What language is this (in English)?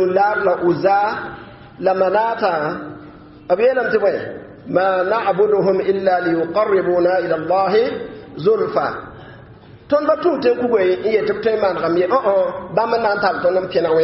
Mossi